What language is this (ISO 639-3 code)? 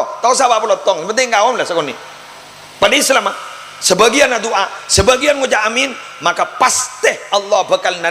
mad